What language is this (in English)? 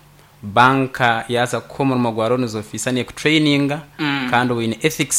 Nyankole